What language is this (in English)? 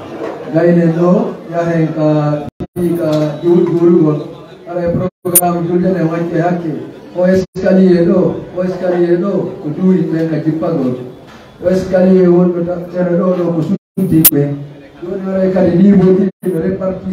Fula